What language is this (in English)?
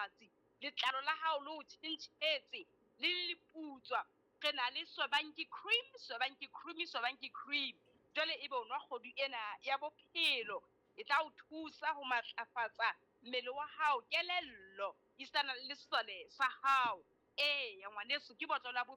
Southern Sotho